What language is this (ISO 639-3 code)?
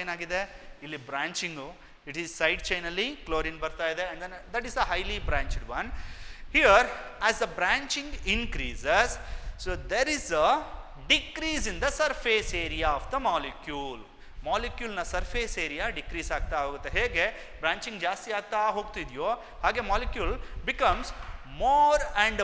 kan